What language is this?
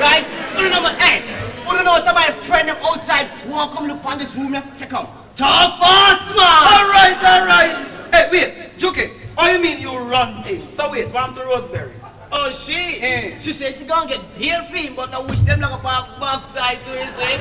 Jamaican Creole English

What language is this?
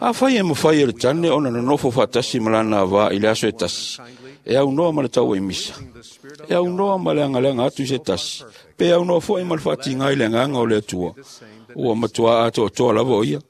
Samoan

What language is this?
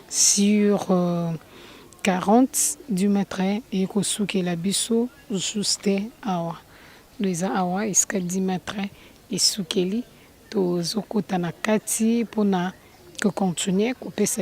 Lingala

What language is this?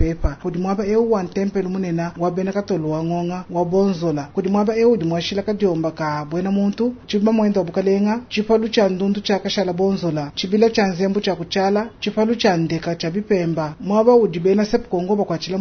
Luba-Lulua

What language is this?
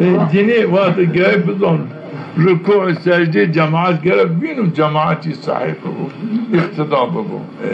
Zaza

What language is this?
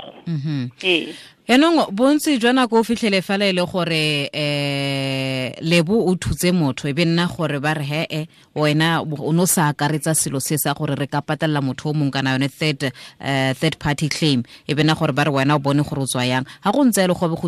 Tswana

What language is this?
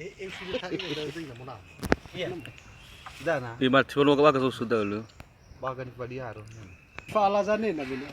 Nias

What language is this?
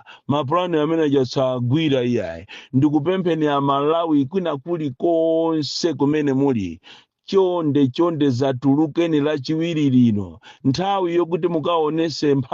Nyanja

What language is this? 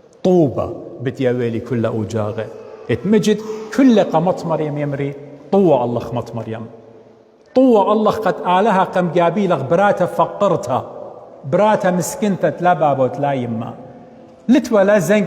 Assyrian Neo-Aramaic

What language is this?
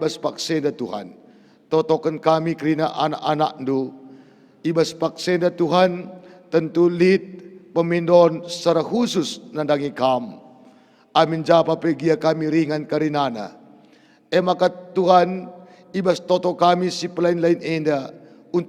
Batak Karo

